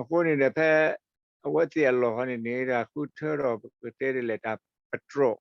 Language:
S'gaw Karen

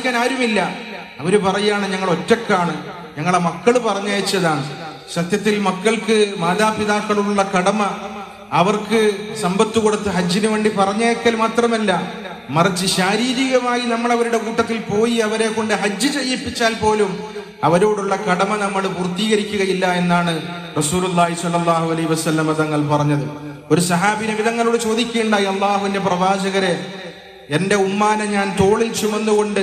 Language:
Malayalam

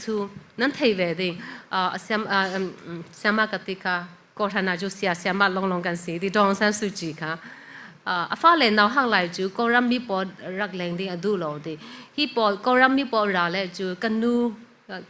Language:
Falam Chin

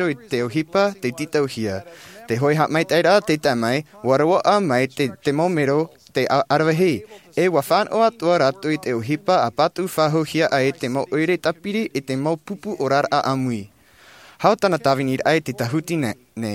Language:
Tahitian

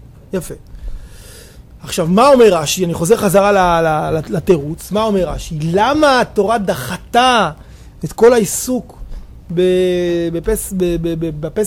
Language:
Hebrew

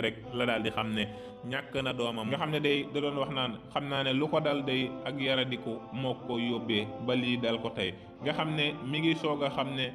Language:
Wolof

